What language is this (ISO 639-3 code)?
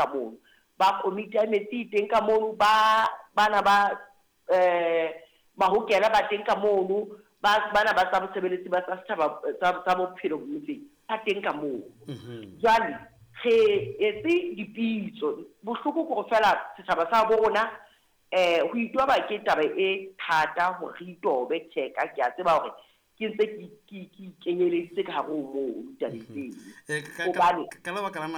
sot